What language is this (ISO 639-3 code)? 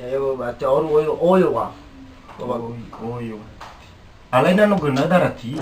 nia